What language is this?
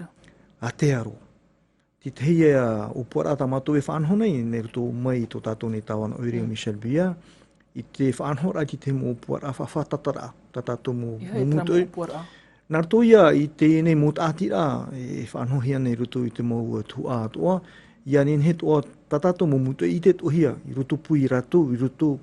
Tahitian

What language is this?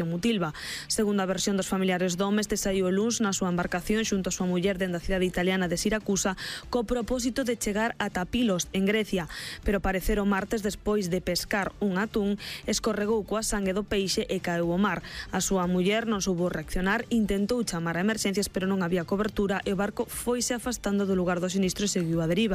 Galician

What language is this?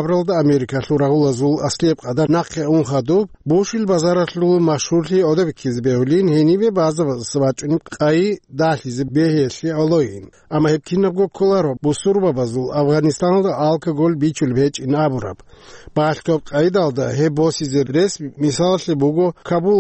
Avaric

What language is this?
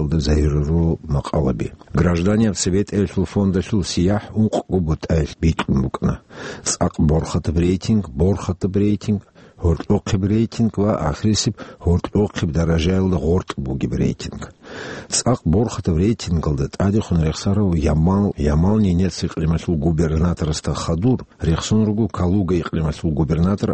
Avaric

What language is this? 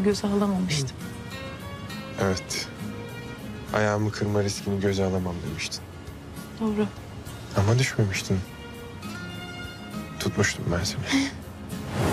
Turkish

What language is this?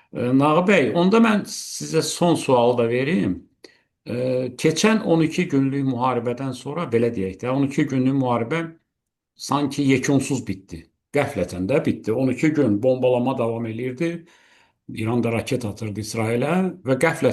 Azerbaijani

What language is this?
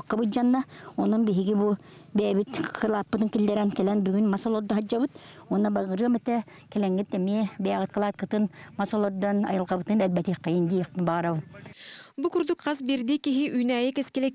Yakut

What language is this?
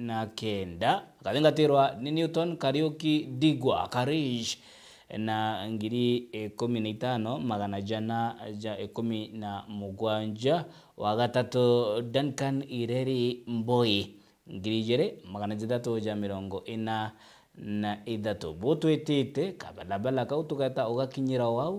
Meru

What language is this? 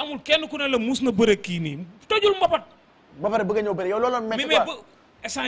Wolof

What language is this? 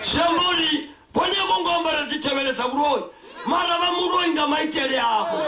Venda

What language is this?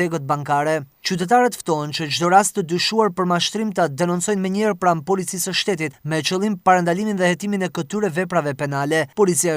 Albanian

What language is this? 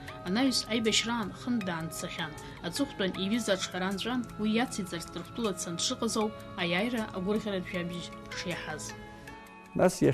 Abkhazian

